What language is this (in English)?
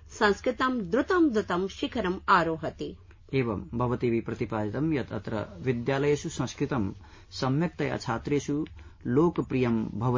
Sanskrit